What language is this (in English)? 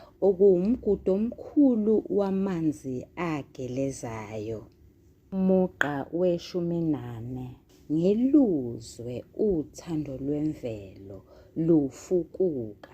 Zulu